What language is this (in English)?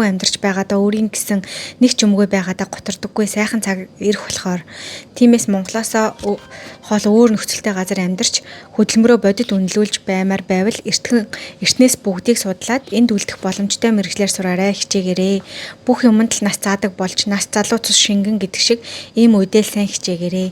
Mongolian